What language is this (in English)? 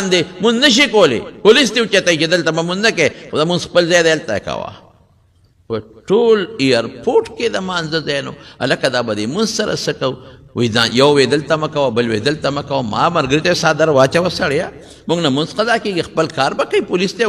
Pashto